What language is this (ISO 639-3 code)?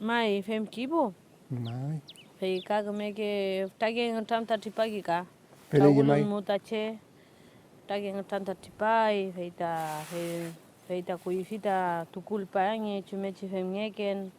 arn